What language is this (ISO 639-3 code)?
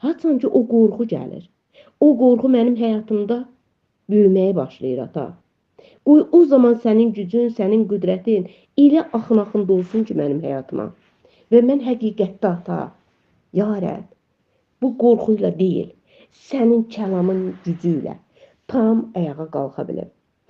aze